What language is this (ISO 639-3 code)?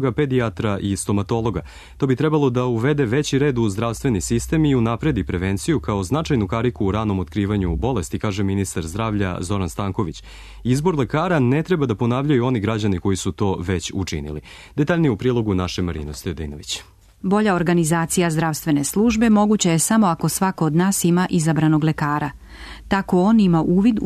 srp